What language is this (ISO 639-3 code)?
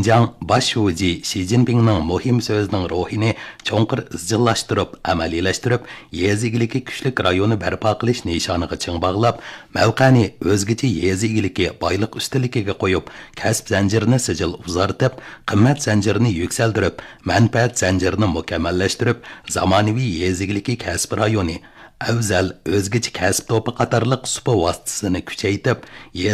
uig